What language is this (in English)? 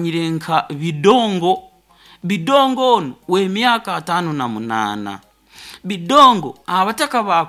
Nyoro